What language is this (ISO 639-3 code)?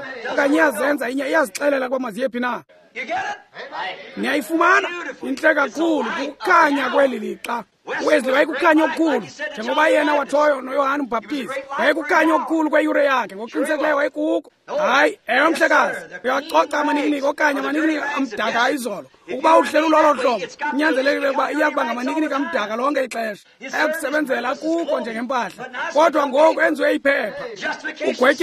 xho